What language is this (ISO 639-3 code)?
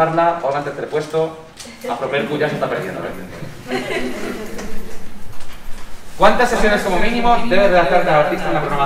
spa